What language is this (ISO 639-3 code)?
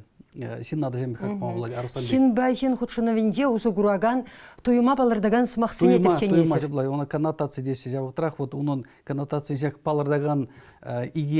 chv